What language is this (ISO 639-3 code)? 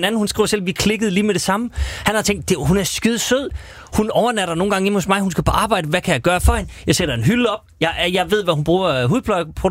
dan